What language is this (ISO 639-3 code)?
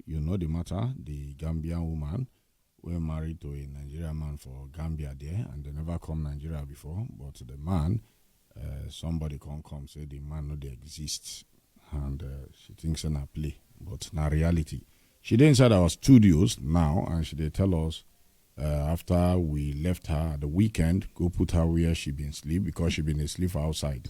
pcm